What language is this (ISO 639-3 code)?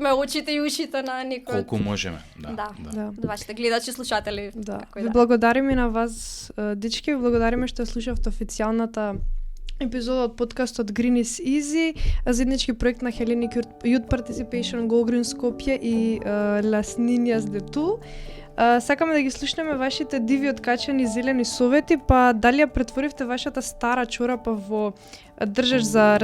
mkd